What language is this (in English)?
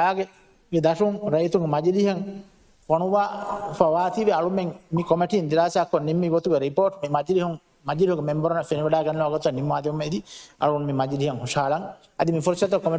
Divehi